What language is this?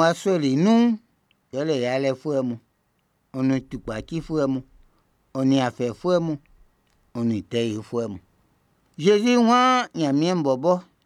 Baoulé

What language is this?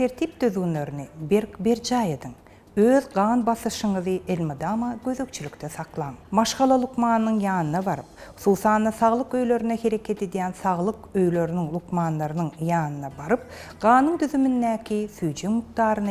Turkmen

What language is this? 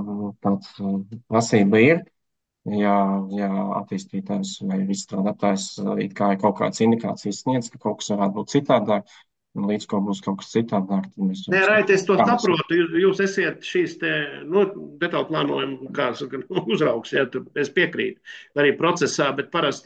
Latvian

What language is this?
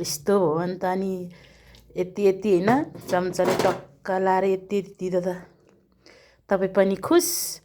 Nepali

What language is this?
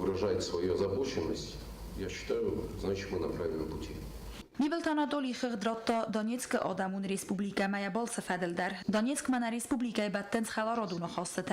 Ossetic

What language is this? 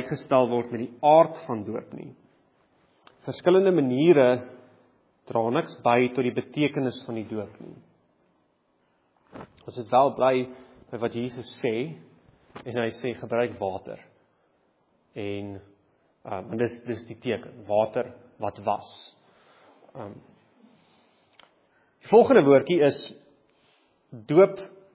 Afrikaans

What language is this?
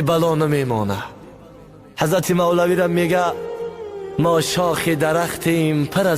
Tajik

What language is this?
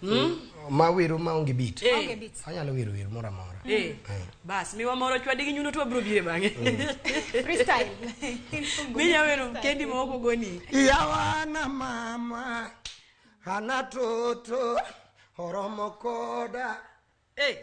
Luo (Kenya and Tanzania)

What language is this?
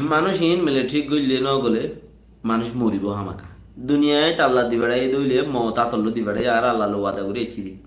Rohingya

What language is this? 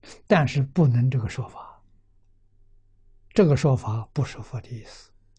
Chinese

